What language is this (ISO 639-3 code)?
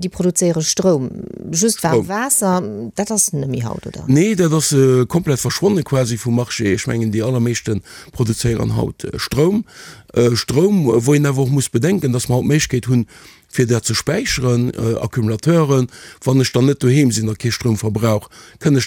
ltz